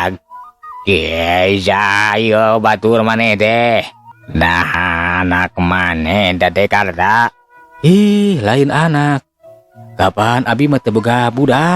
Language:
Sundanese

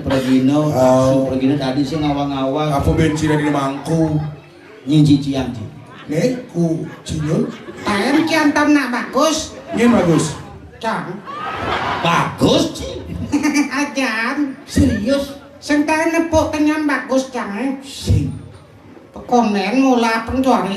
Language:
Balinese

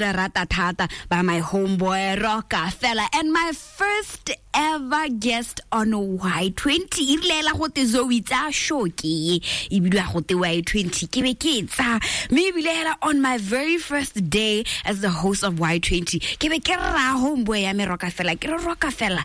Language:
Tswana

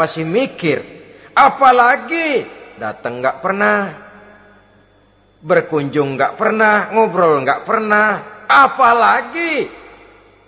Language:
Indonesian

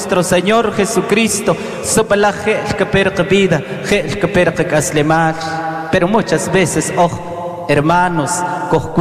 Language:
Kaqchikel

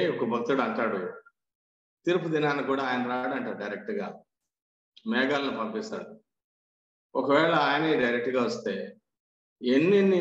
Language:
Telugu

